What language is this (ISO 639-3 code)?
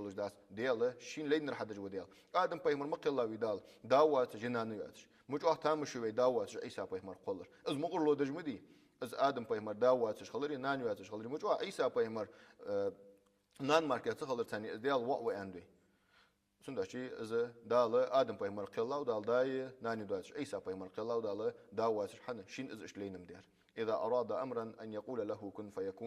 inh